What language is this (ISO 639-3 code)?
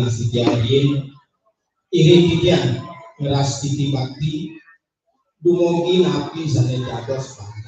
ban